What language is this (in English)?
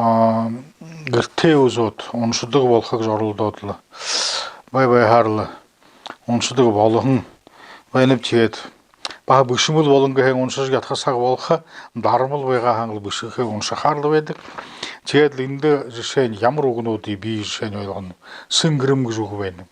Buriat